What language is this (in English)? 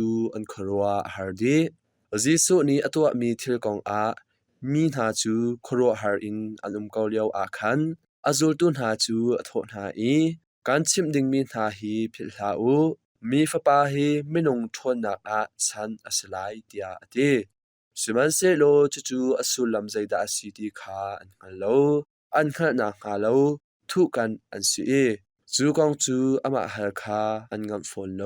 Hakha Chin